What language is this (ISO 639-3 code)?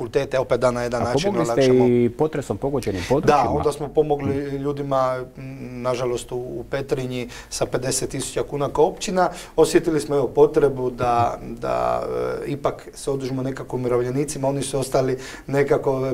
hrv